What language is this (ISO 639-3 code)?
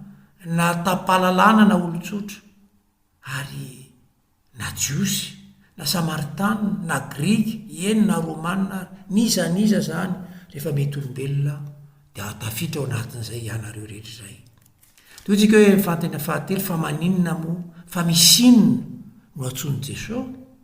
mlg